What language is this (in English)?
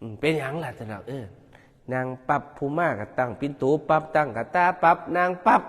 Northeastern Thai